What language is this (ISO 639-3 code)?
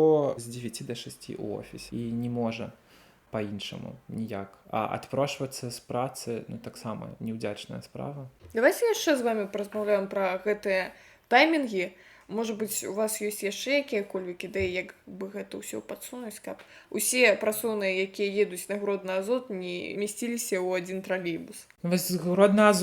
bel